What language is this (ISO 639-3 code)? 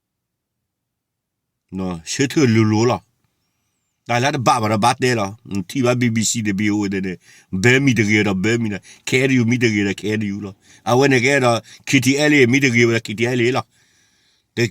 ksw